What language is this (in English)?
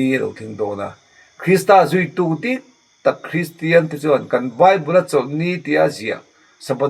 Mizo